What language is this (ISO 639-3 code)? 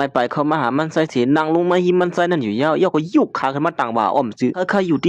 shn